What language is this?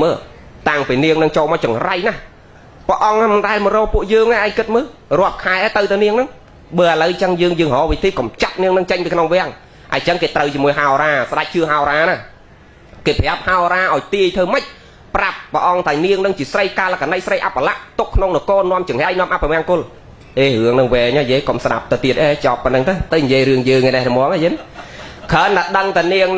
Khmer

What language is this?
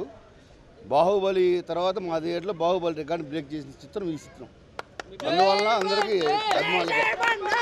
Telugu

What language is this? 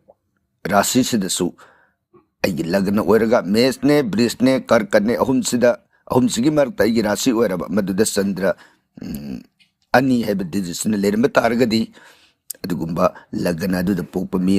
Manipuri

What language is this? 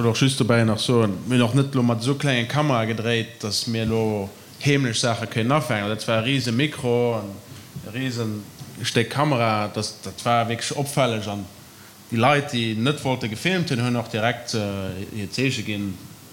Luxembourgish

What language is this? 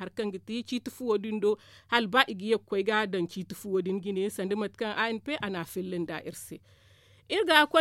Zarma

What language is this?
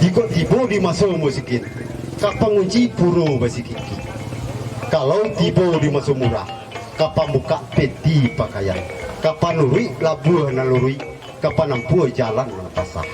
Minangkabau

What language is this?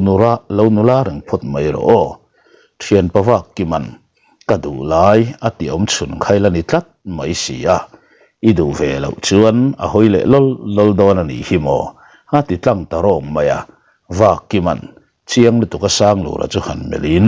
Mizo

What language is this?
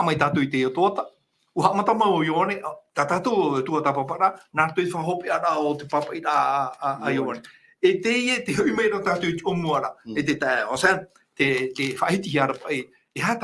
Tahitian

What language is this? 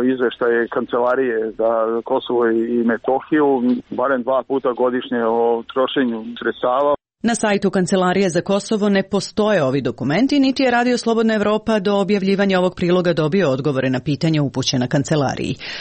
Serbian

